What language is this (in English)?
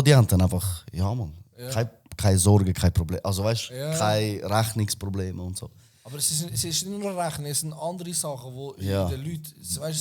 Swiss German